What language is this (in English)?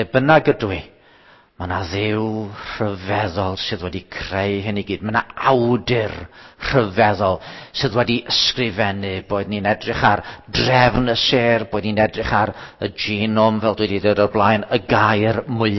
Welsh